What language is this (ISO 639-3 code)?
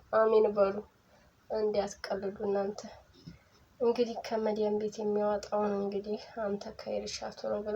amh